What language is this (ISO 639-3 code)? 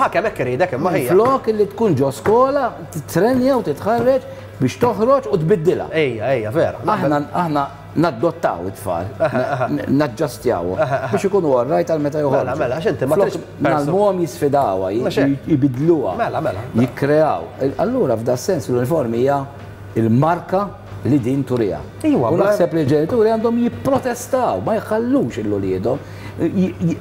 mlt